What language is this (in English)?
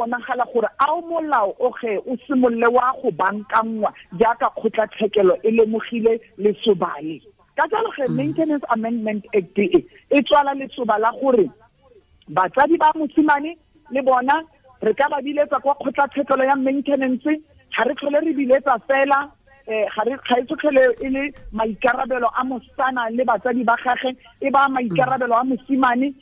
Tswana